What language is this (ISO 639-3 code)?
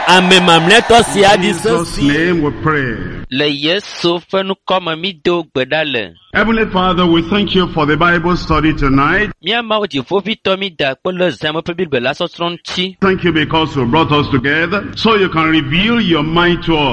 ewe